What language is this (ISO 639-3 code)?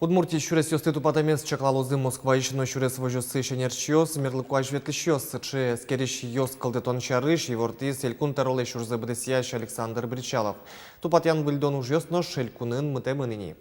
udm